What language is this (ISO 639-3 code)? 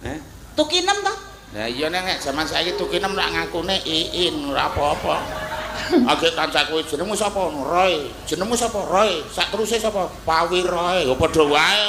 jav